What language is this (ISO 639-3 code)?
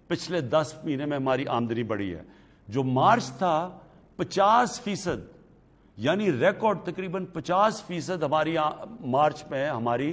urd